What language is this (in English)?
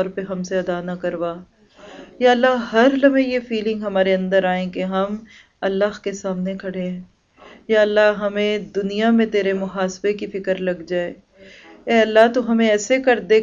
Urdu